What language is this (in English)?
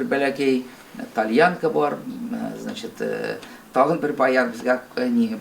Tatar